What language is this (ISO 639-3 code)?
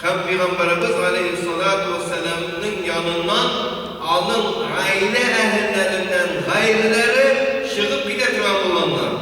tat